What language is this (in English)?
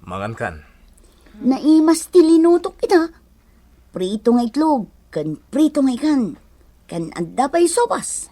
Iloko